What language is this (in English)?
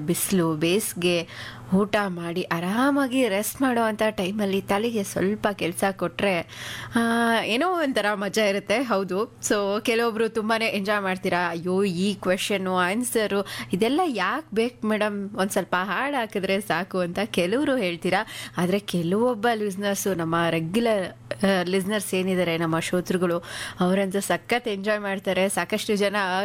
Kannada